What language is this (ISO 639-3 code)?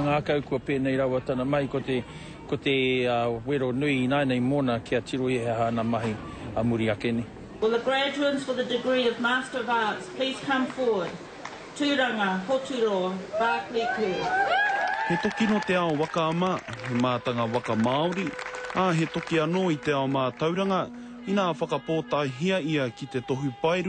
mri